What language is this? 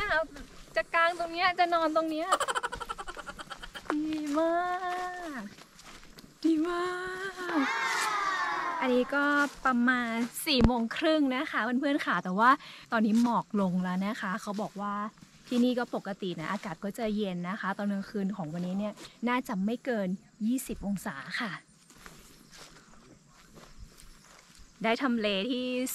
Thai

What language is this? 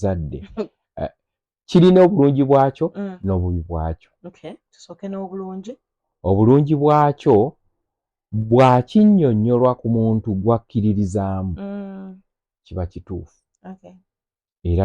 Ganda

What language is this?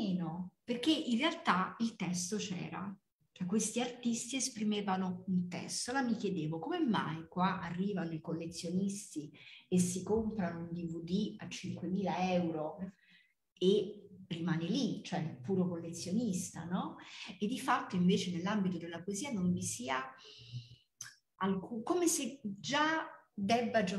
Italian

